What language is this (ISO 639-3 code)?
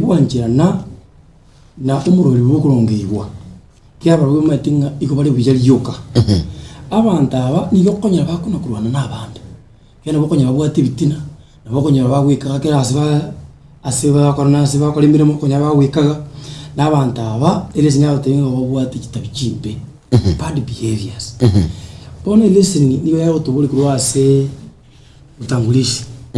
guz